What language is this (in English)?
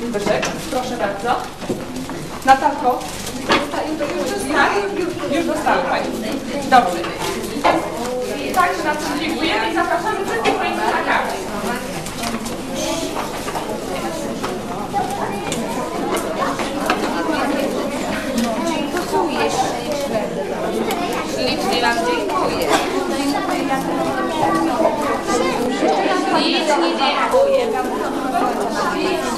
Polish